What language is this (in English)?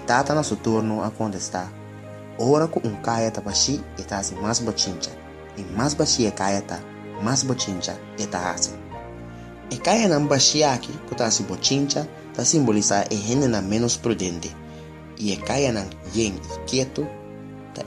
Papiamento